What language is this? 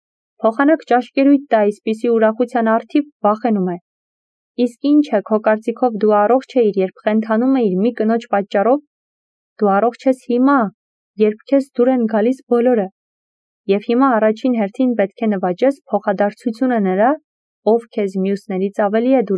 Armenian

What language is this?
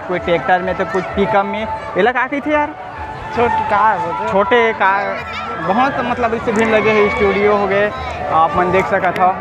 Chhattisgarhi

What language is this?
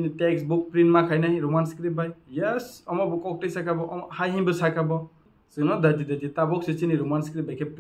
Kok Borok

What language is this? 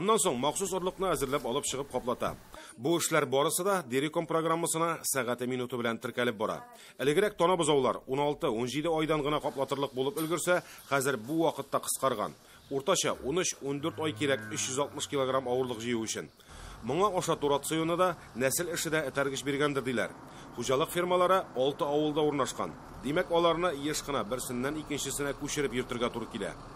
Tatar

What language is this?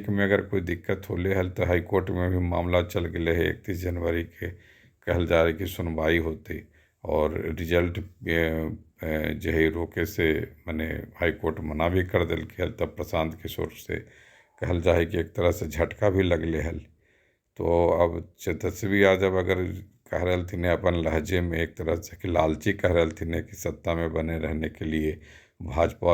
Magahi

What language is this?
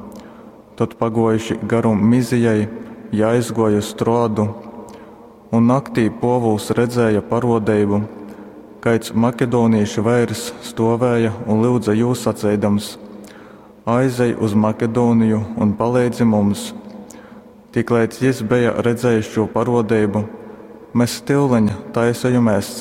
Latgalian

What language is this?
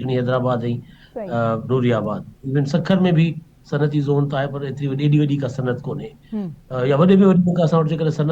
Sindhi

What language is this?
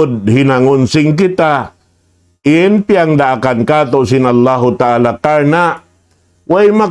Tausug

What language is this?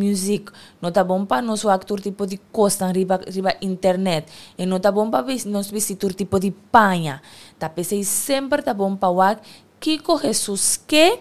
Papiamento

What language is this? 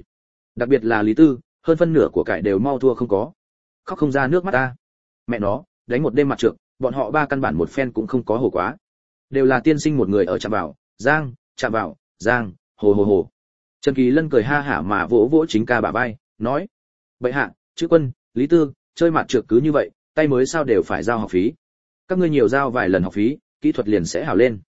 Vietnamese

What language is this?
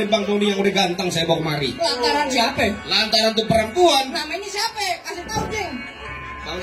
Betawi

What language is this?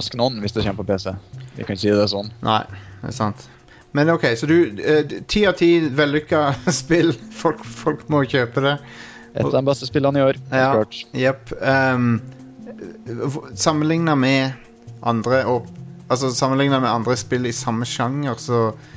Norwegian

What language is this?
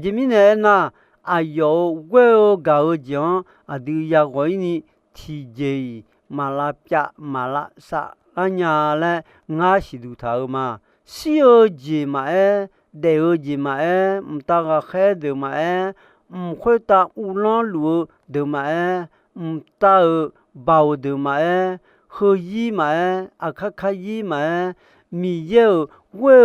Akha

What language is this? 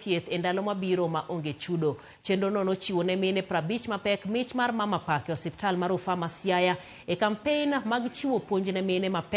Luo (Kenya and Tanzania)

